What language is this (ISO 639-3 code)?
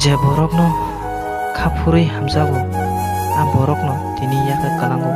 trp